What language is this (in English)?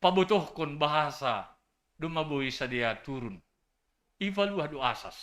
Batak Simalungun